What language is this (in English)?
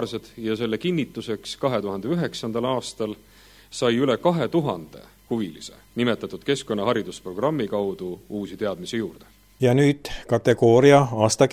Estonian